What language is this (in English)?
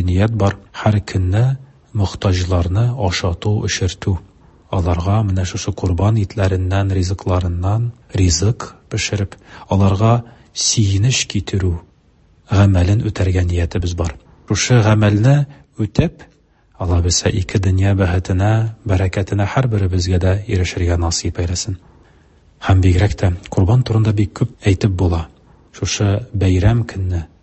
Tatar